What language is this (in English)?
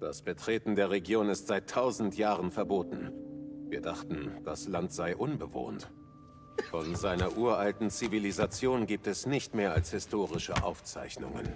Bavarian